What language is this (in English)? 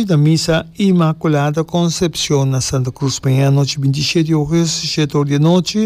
Papiamento